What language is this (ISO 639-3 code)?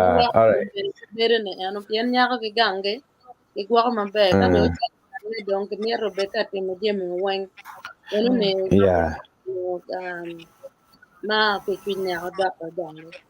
ach